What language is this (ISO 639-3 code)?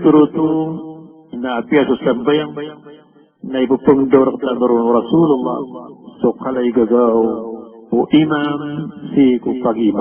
mrw